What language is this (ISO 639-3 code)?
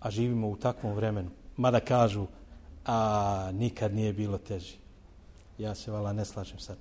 bos